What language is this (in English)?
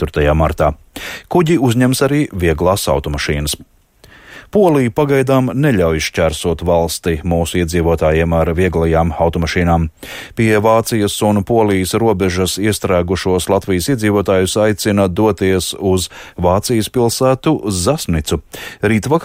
Latvian